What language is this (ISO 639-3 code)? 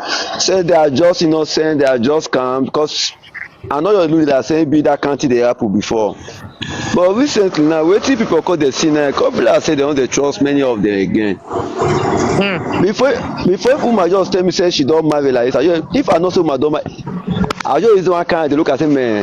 pcm